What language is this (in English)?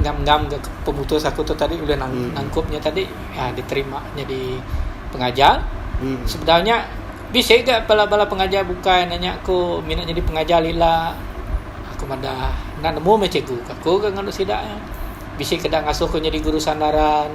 Iban